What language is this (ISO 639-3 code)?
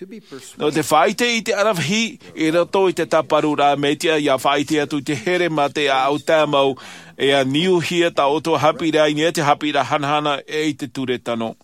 tah